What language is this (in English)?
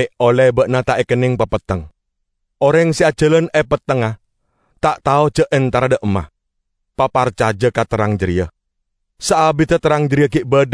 Madurese